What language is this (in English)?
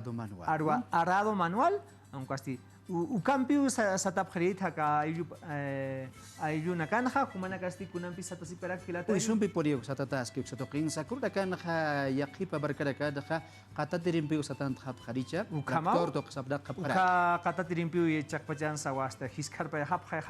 Aymara